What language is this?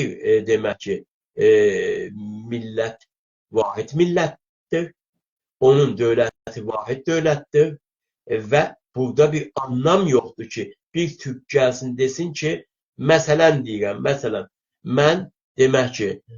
South Azerbaijani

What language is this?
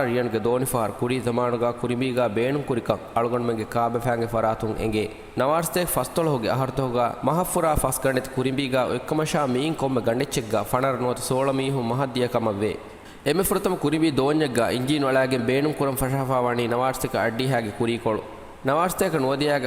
Divehi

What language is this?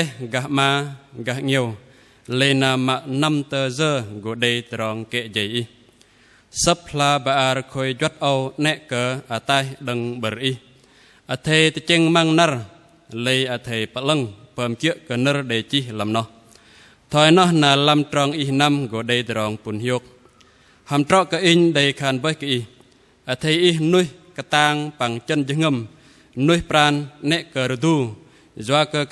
Bahnar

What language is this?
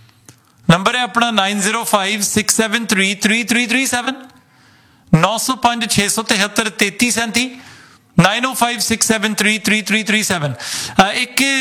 Punjabi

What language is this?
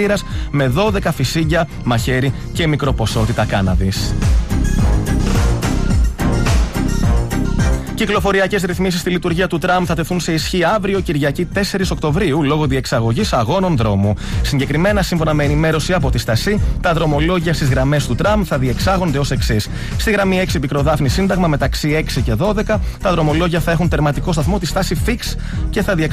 Greek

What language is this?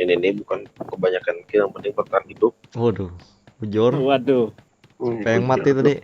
Banjar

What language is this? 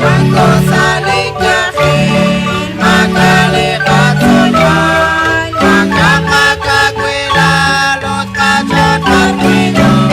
Kekchí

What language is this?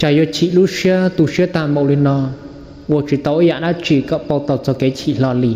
Hmong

